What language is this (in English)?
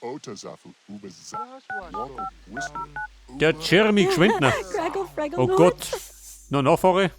Bavarian